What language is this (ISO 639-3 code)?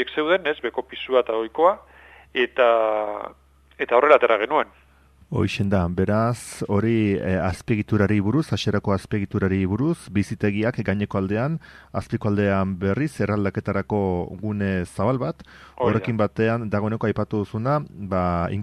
eus